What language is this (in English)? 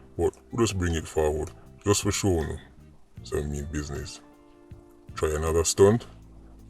Jamaican Creole English